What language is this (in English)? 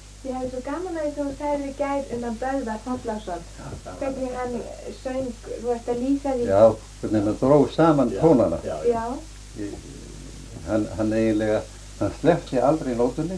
Icelandic